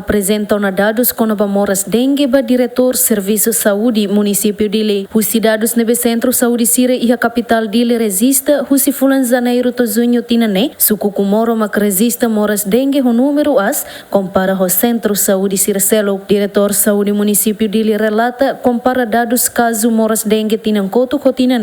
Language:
Tetum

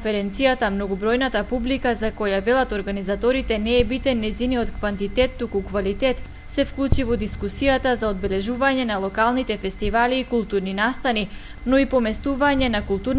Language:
Macedonian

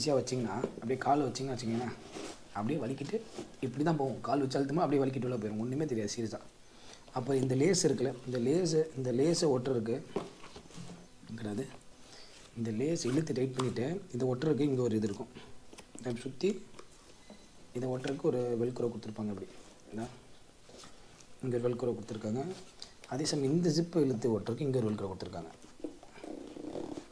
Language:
Tamil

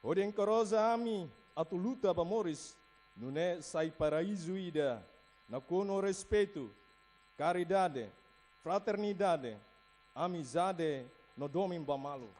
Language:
Tetum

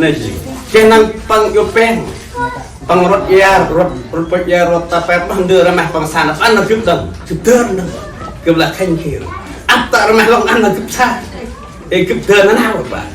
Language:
Central Mnong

